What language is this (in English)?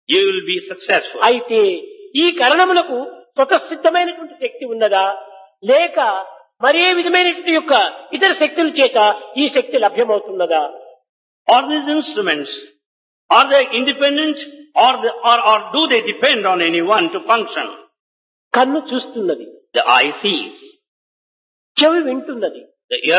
Telugu